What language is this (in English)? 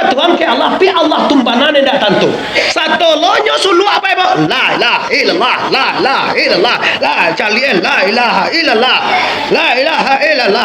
Minangkabau